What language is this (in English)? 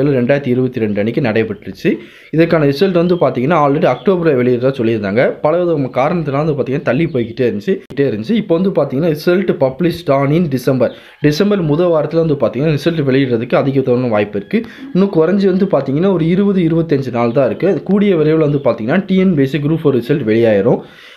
Tamil